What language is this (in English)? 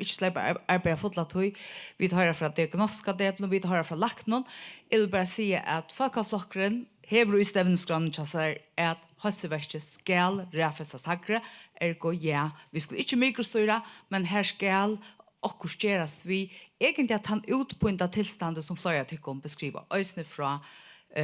Faroese